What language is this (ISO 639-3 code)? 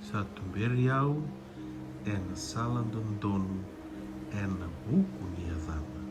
fij